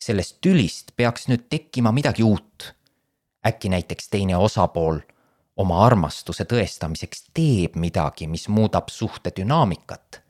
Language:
Estonian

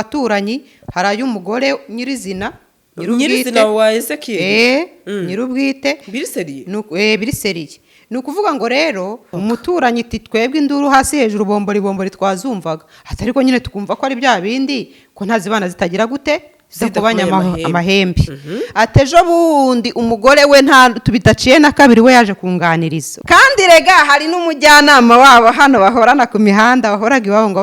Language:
Kinyarwanda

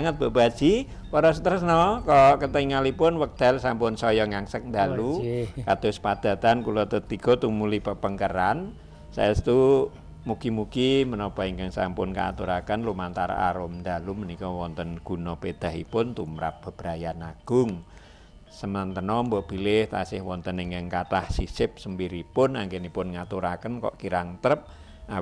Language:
Javanese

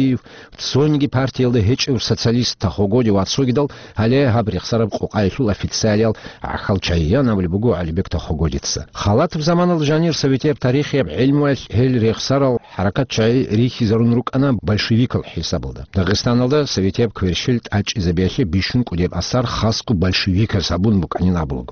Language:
Avaric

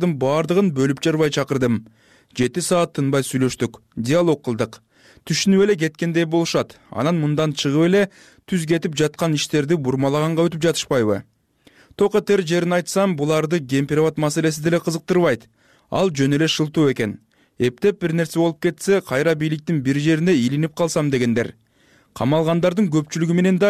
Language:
Kyrgyz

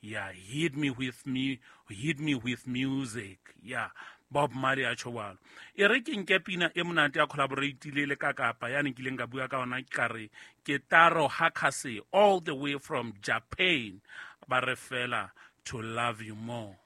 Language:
Southern Sotho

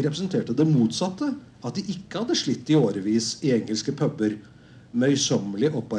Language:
Norwegian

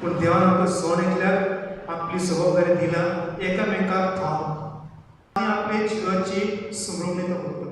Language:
Konkani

